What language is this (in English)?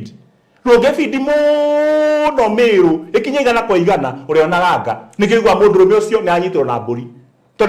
Kikuyu